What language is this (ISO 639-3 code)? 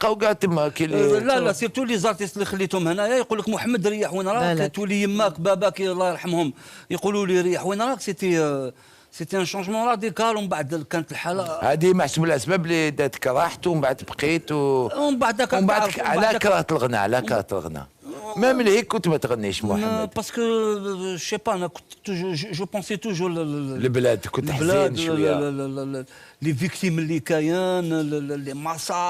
arq